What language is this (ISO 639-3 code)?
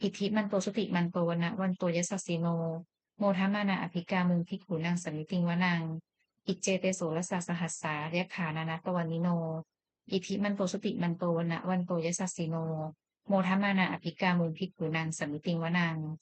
pli